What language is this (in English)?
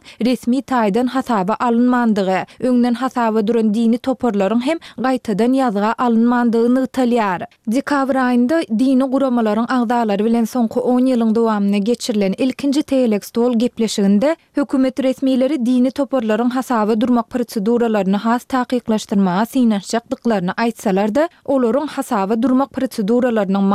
Turkmen